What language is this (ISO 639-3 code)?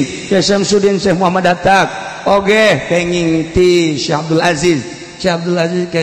sun